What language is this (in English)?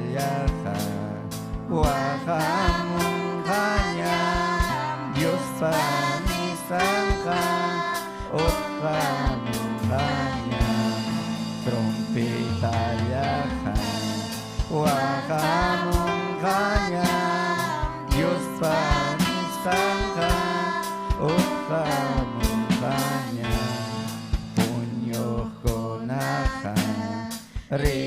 Ayacucho Quechua